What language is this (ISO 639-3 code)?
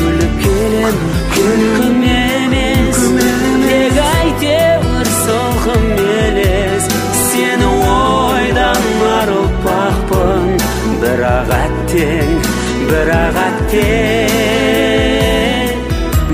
kaz